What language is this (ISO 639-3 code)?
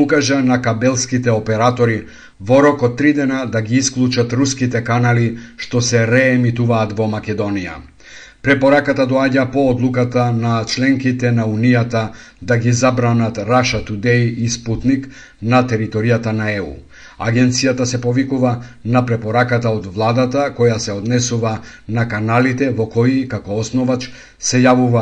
mkd